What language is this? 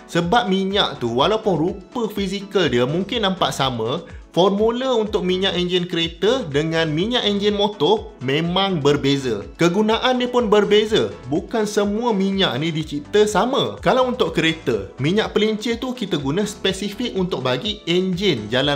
Malay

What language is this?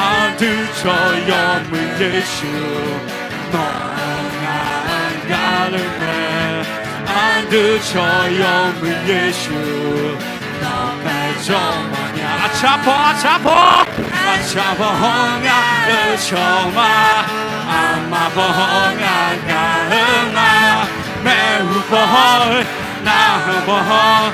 Akha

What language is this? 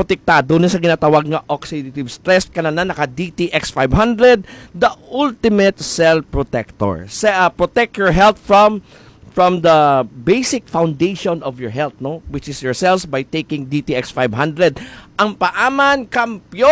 Hiligaynon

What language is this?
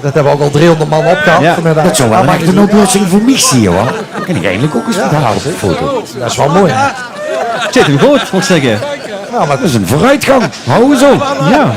Limburgish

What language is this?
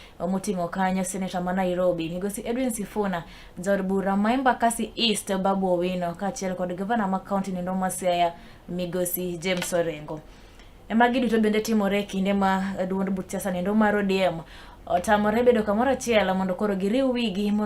Luo (Kenya and Tanzania)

